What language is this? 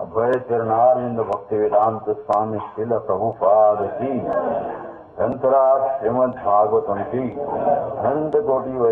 Marathi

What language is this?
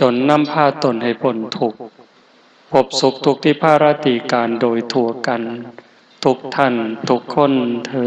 Lao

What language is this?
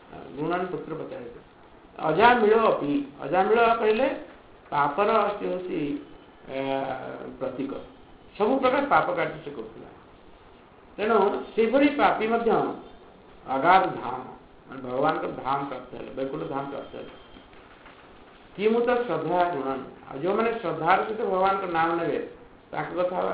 Odia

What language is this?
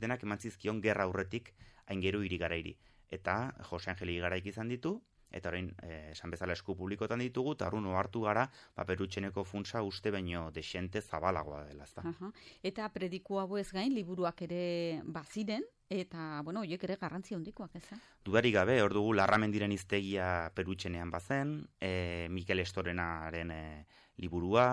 Basque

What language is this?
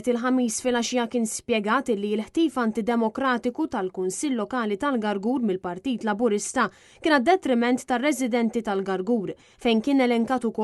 Maltese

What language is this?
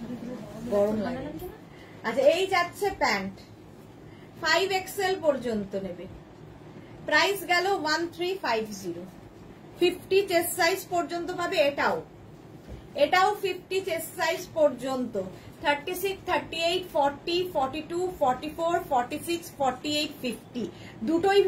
Bangla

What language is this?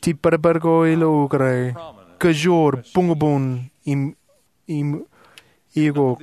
Marshallese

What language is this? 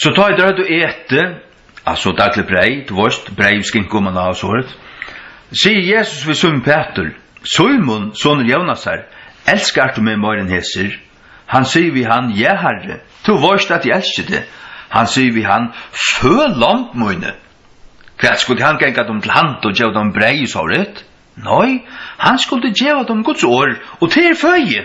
Faroese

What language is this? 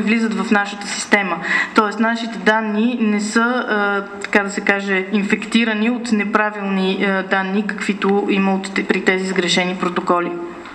Bulgarian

